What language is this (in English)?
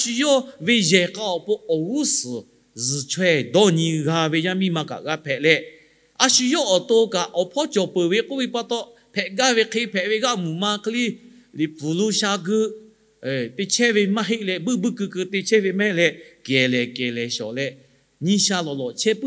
Lahu